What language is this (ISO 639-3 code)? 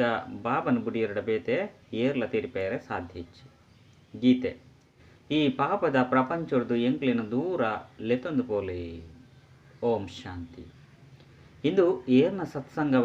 tcy